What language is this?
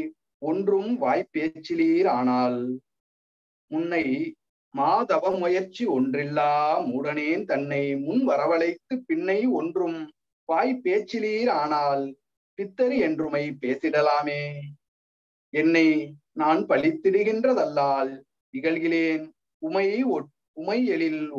Tamil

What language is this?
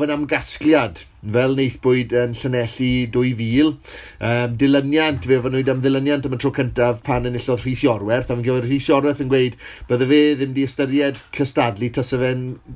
Welsh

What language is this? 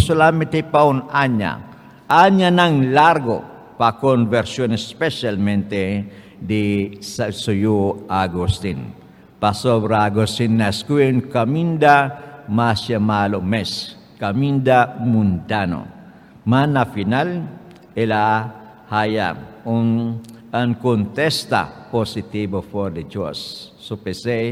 Papiamento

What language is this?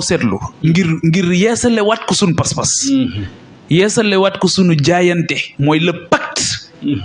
Wolof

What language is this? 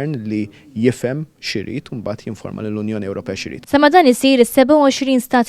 Maltese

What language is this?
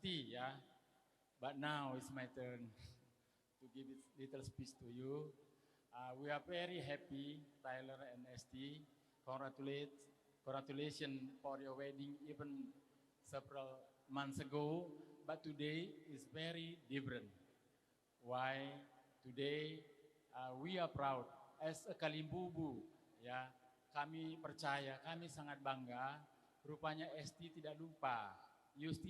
Batak Karo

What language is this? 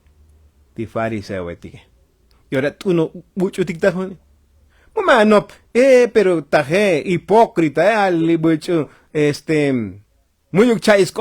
Tzotzil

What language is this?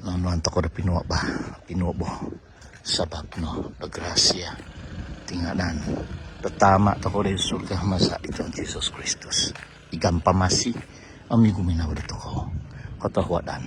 Central Dusun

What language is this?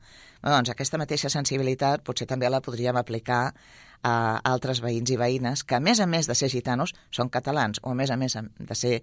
Catalan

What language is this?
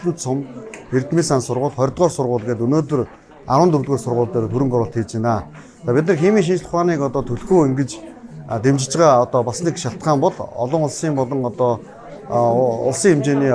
Mongolian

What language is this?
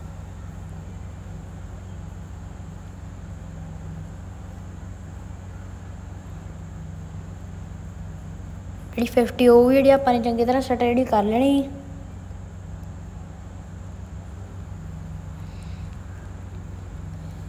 Punjabi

